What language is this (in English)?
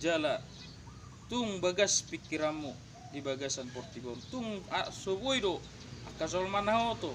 Batak Toba